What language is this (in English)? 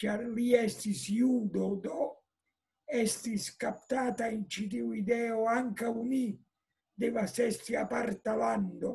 Esperanto